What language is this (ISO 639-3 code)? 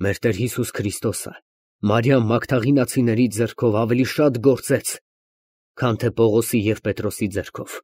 hye